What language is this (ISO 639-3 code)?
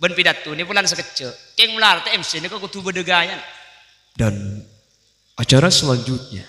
mad